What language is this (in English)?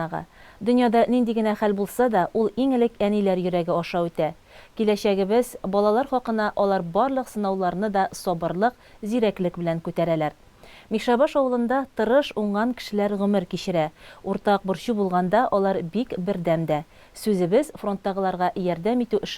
Tatar